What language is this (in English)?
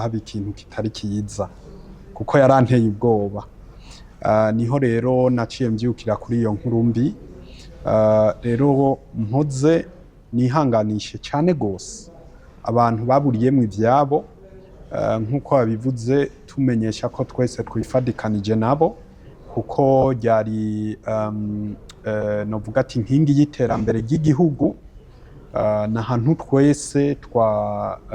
Rundi